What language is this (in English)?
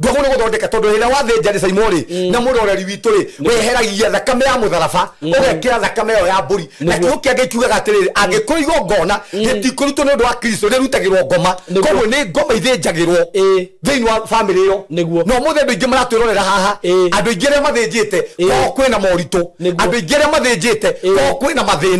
Kikuyu